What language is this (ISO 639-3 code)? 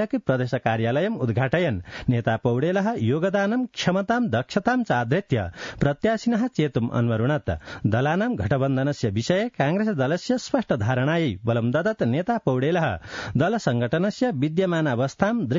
san